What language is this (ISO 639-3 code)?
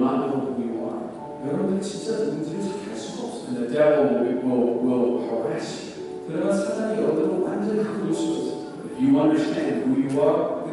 kor